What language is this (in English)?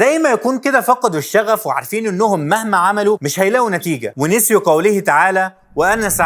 Egyptian Arabic